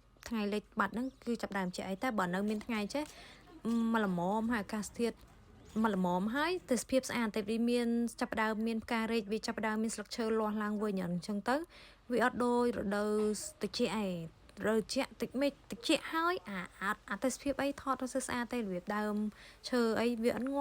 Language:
Khmer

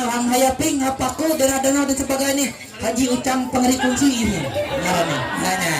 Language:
Ma'anyan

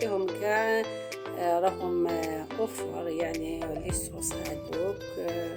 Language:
Algerian Arabic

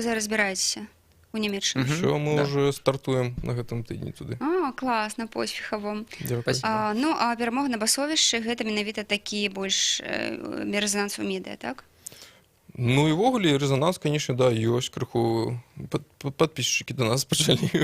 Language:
Belarusian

